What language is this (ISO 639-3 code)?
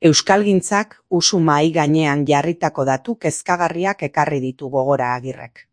eus